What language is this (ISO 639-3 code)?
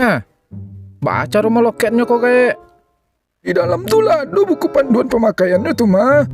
min